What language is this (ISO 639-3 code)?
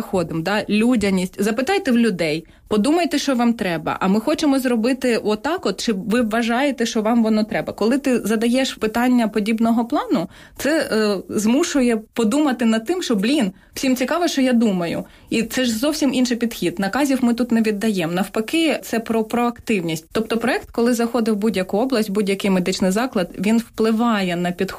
ukr